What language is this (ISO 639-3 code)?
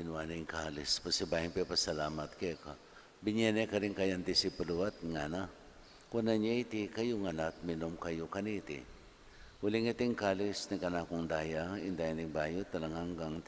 pam